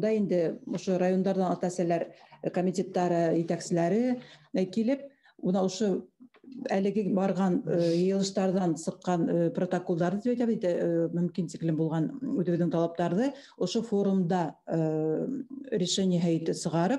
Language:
Bashkir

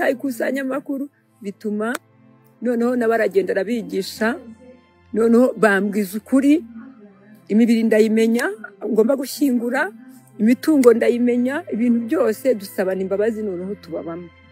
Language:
Kinyarwanda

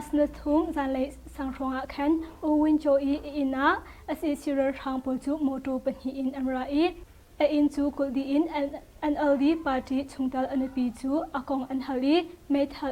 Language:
Hakha Chin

